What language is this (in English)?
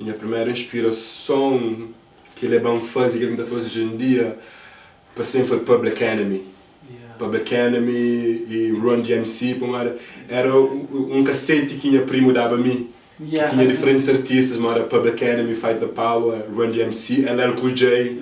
Kabuverdianu